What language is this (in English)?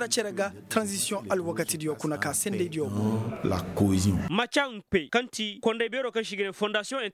Koyraboro Senni